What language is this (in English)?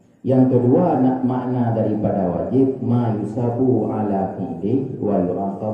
Achinese